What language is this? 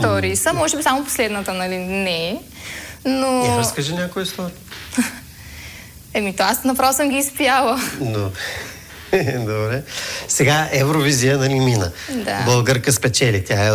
Bulgarian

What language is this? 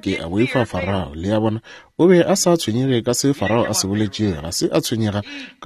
Northern Sotho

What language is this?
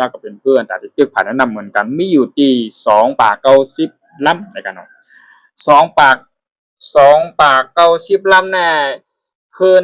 Shan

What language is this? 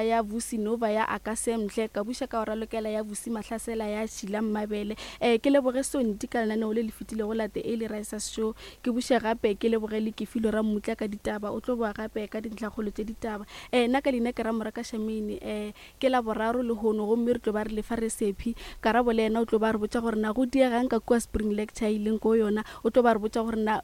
Northern Sotho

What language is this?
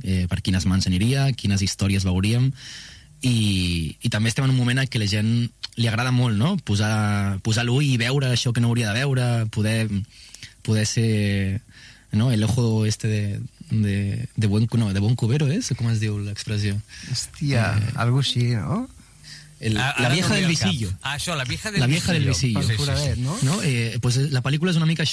Catalan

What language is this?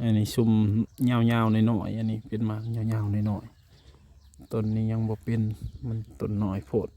Northeastern Thai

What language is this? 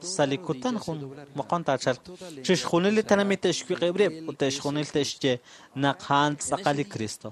Kekchí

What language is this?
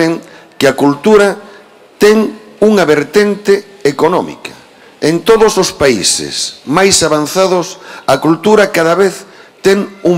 Galician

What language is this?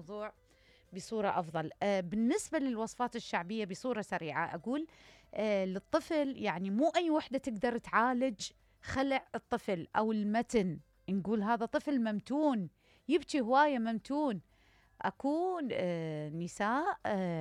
Mesopotamian Arabic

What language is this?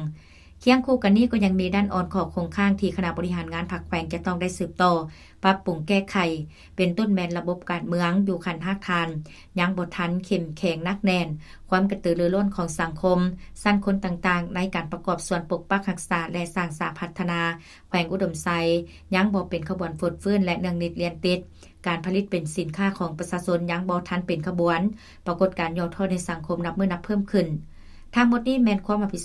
Lao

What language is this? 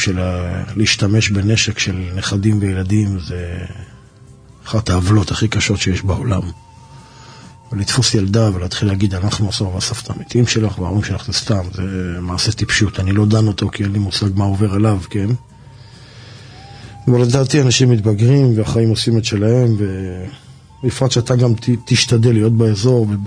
Hebrew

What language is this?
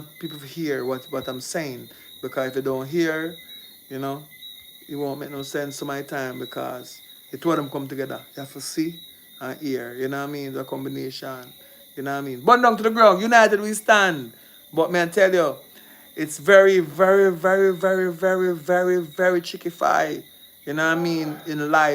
Jamaican Creole English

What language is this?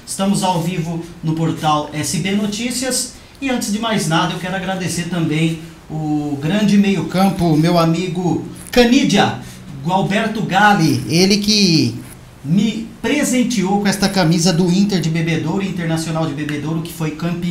Portuguese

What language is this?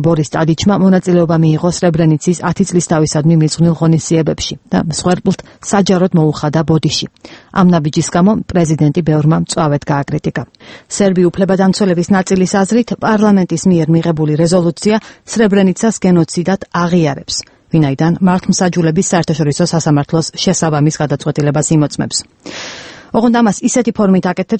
Georgian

